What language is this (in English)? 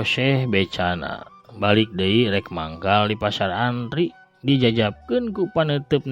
Sundanese